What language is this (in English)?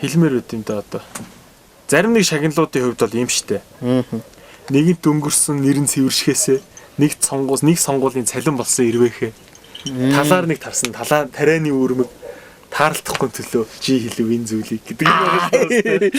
Mongolian